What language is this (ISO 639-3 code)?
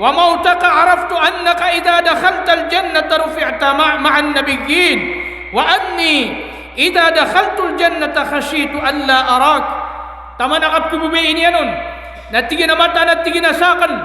mrw